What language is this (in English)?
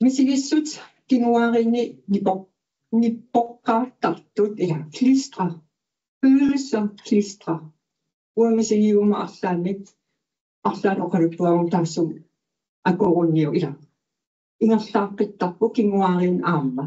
Kalaallisut